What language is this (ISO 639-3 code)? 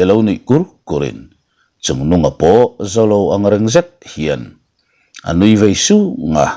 lus